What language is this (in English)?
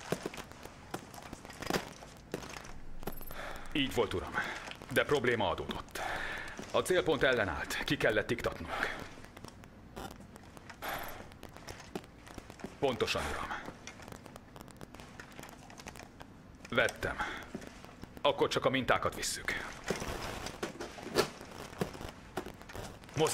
Hungarian